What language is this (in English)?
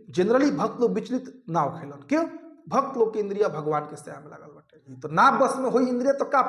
Bhojpuri